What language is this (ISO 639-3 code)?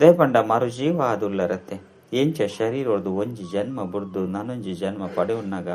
tcy